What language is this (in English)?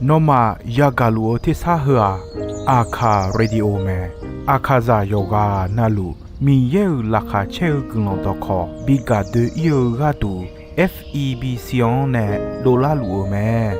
Akha